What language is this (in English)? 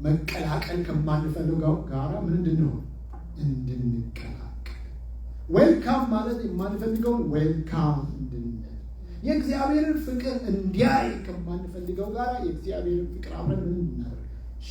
Amharic